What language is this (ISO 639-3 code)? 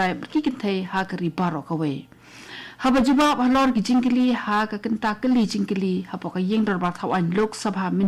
kha